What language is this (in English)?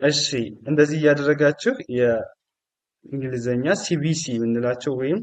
Amharic